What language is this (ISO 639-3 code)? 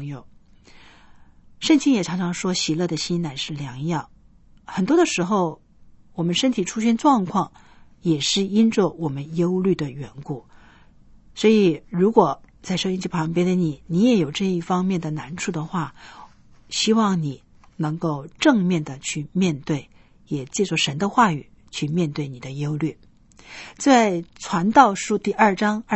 zho